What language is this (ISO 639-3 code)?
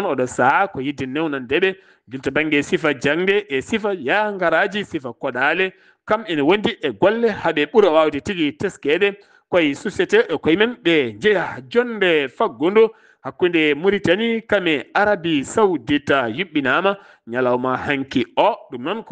ful